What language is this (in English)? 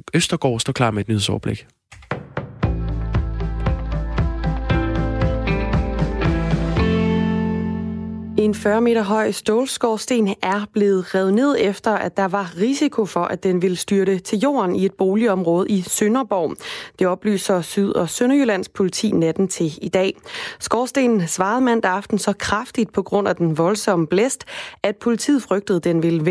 Danish